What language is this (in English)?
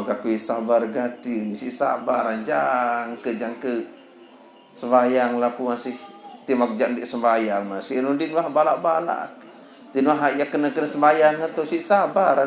Sasak